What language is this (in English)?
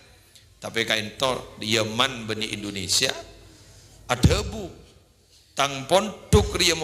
Madurese